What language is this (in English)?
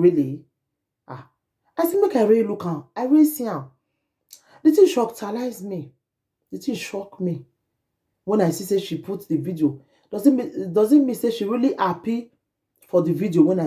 Nigerian Pidgin